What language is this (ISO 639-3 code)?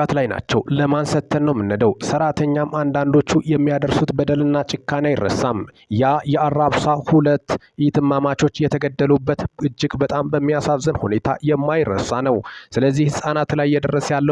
amh